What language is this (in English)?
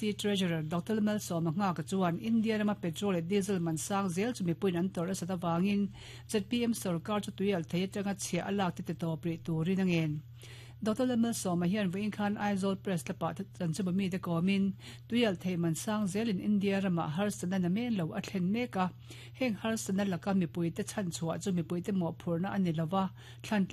Mizo